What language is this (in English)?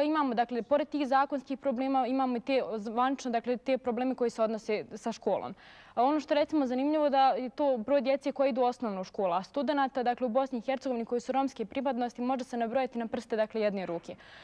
Bosnian